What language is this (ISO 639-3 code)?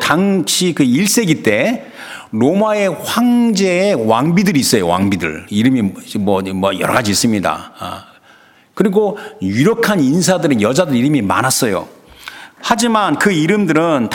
kor